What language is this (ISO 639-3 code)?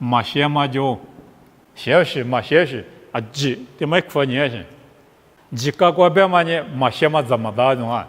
lis